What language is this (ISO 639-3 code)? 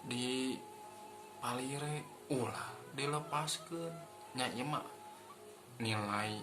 sun